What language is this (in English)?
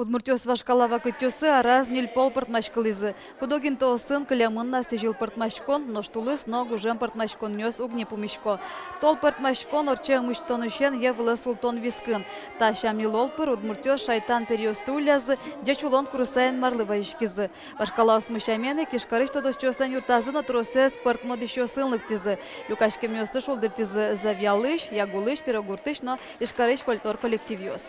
Udmurt